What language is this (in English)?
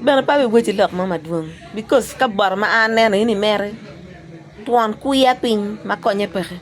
Acoli